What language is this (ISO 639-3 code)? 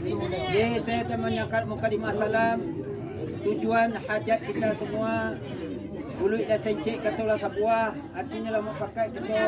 min